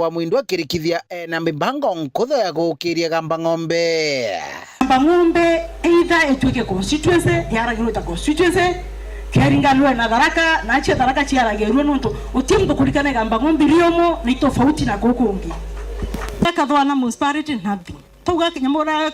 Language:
Meru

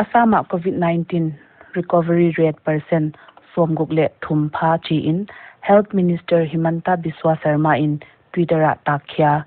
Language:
Paite Chin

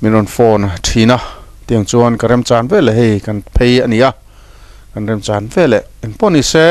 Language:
Mizo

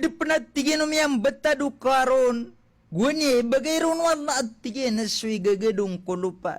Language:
Maranao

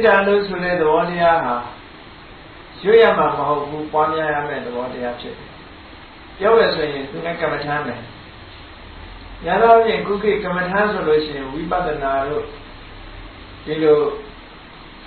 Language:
Burmese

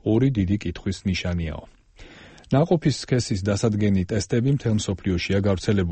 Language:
Georgian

